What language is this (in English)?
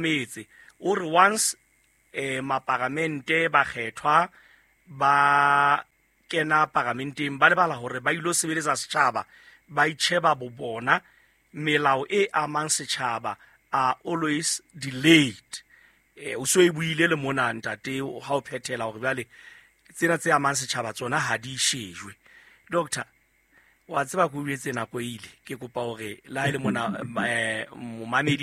Southern Sotho